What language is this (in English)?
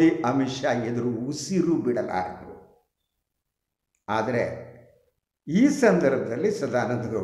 Kannada